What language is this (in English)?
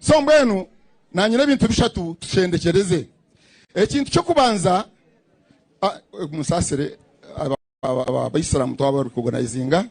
Nyankole